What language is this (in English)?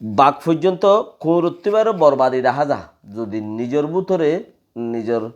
Rohingya